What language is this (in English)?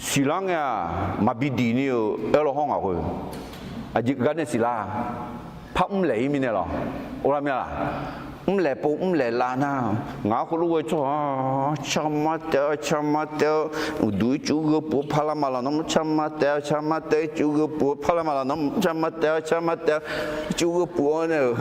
Akha